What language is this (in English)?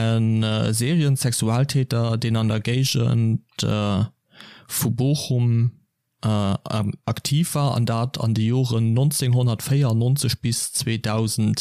Luxembourgish